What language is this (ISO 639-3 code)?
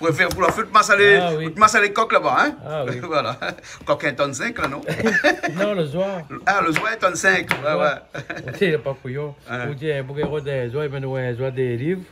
rcf